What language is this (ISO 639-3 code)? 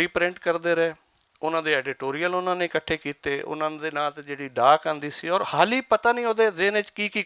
lah